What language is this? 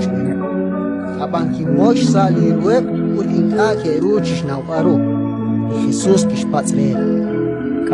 Kekchí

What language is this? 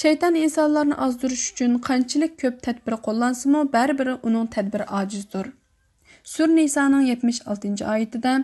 Uyghur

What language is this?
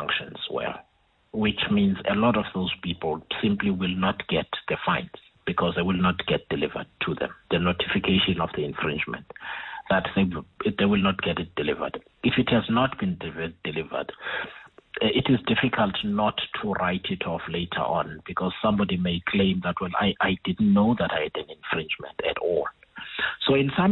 English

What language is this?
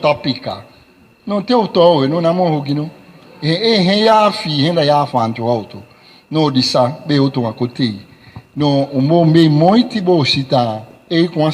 Saramaccan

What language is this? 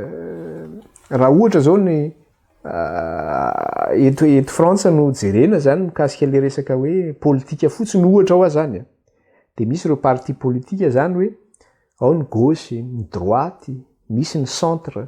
Malagasy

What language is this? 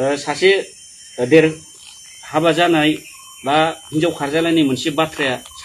Bodo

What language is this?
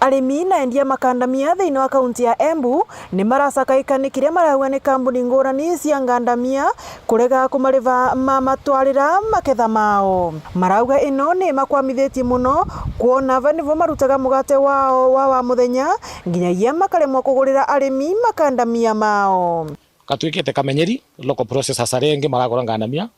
Meru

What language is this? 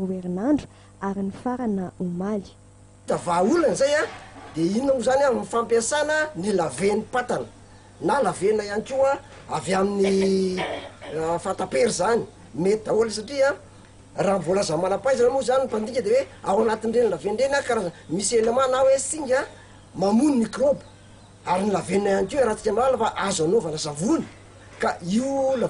Malagasy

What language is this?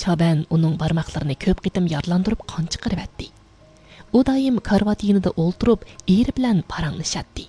Uyghur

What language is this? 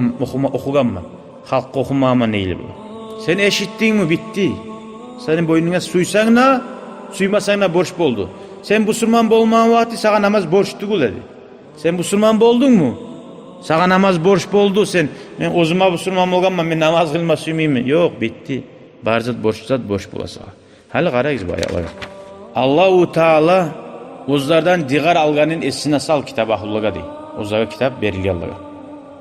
Kumyk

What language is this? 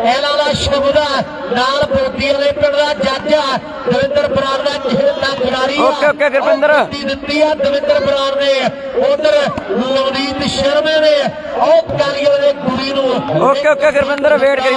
Punjabi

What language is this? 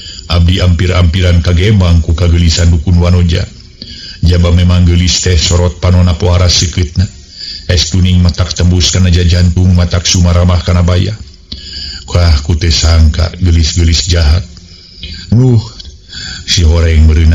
Sundanese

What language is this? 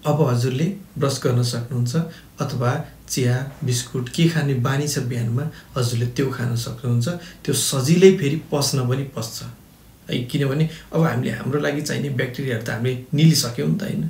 Nepali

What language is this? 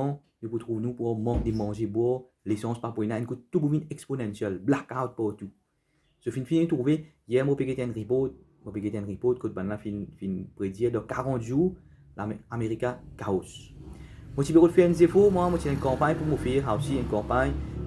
Morisyen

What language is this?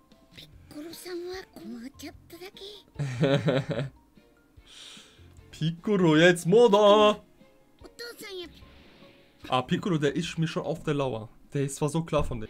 German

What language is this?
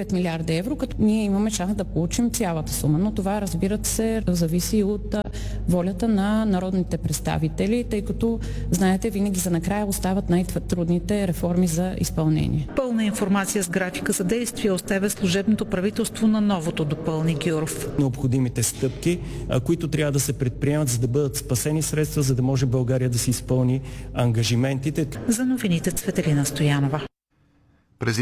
Bulgarian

